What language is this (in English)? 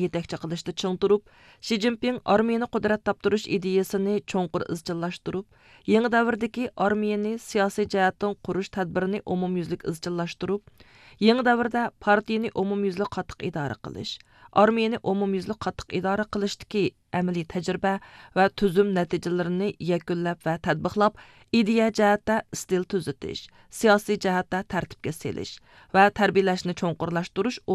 Uyghur